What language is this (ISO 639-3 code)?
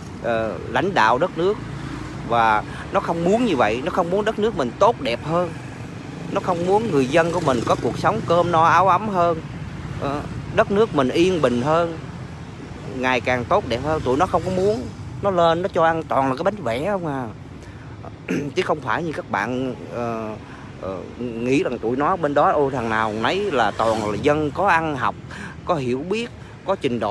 vie